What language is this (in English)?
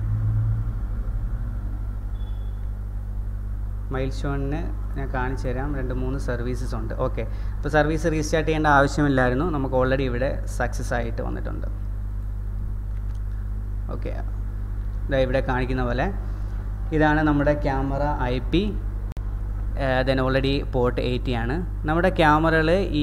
Malayalam